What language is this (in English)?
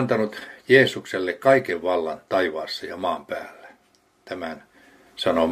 Finnish